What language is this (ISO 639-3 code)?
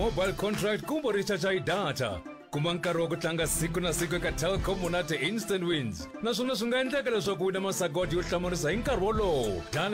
tso